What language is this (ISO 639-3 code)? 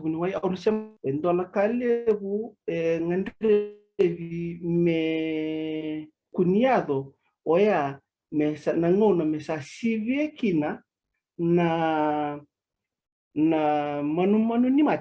fij